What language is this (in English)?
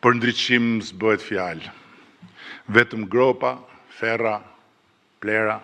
Albanian